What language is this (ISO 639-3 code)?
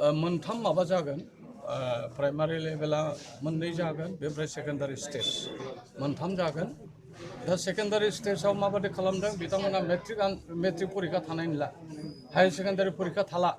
brx